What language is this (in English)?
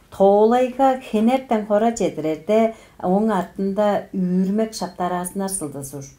Tuvinian